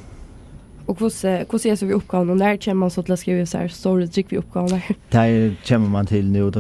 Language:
Faroese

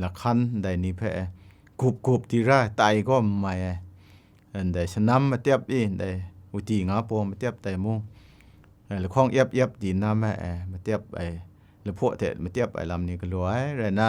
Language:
Kachin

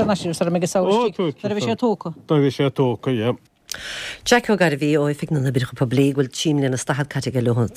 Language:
Irish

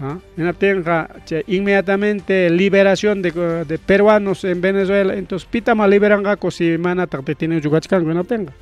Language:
Ayacucho Quechua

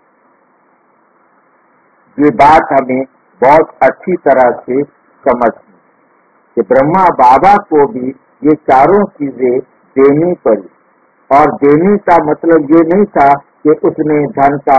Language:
Hindi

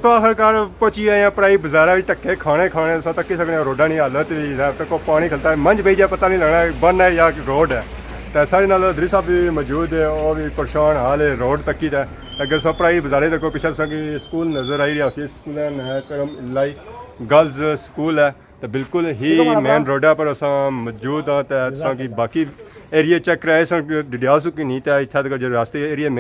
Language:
Pahari-Potwari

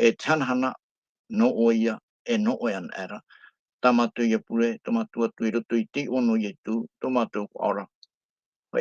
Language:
Tahitian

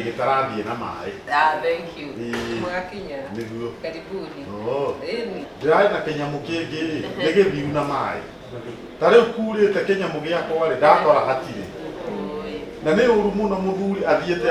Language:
Kikuyu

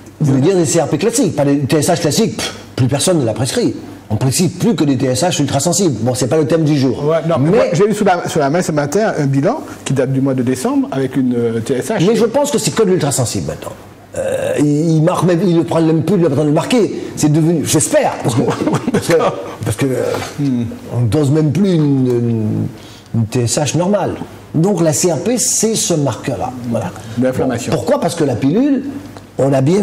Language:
French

